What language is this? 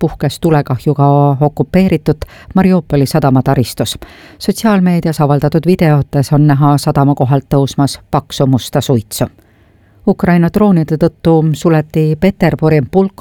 Estonian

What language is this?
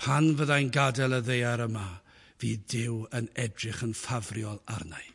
Welsh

